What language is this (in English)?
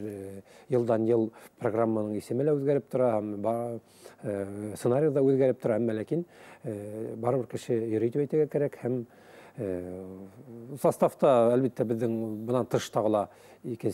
Bashkir